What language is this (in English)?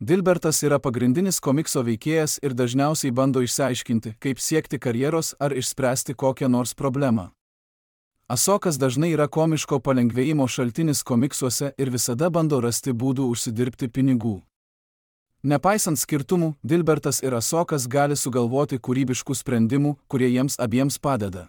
Lithuanian